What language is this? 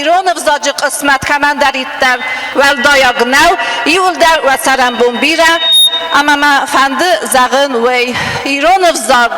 Ossetic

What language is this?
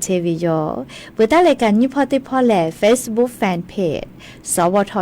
Lahu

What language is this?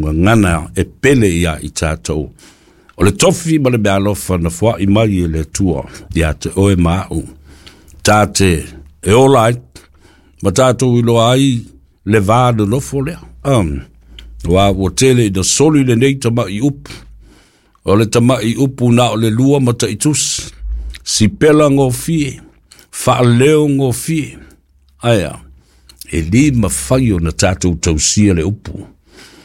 Samoan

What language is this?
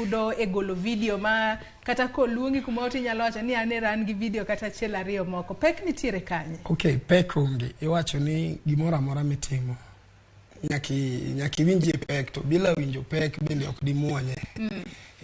Luo (Kenya and Tanzania)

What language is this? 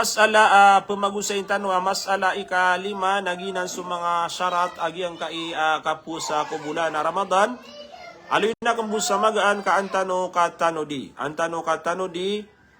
Maranao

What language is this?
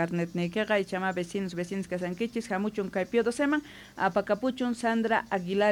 South Bolivian Quechua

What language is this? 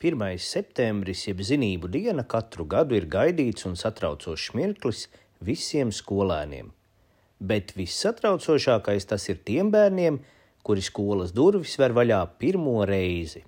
Latvian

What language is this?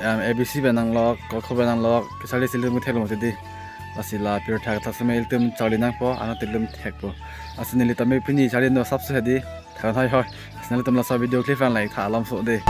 Karbi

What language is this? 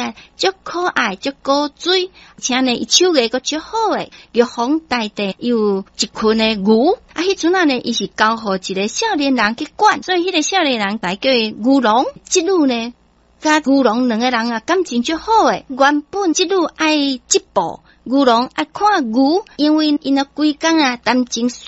Min Nan Chinese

